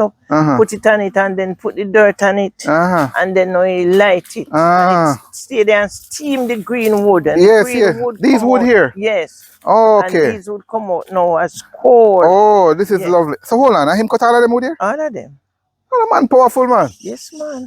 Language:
Jamaican Creole English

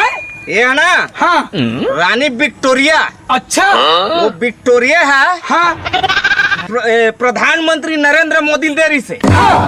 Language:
Chhattisgarhi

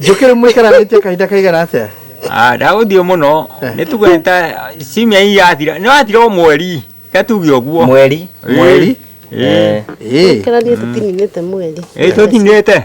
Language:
Kikuyu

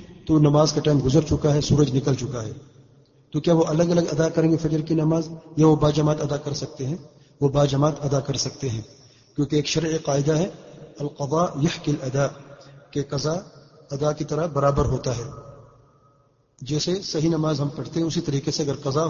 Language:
Urdu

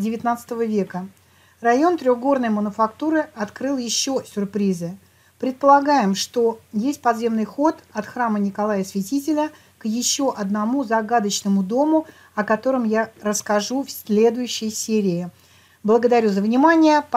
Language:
Russian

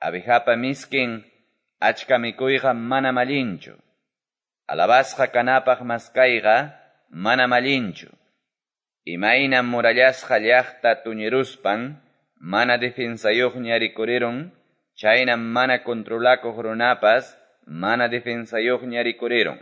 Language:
Quechua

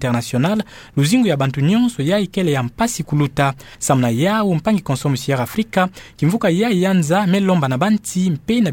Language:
Kituba (Democratic Republic of Congo)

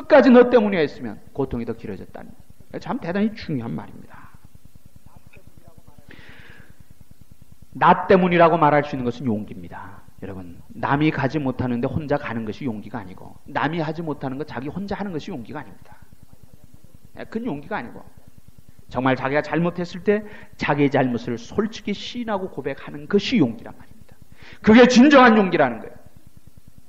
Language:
Korean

